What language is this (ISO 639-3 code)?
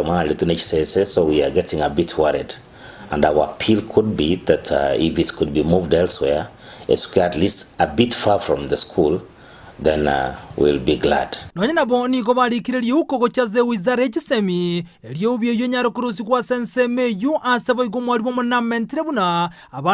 guz